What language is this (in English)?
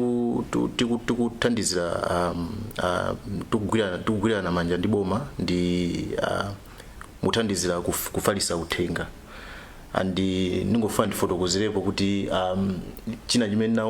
Nyanja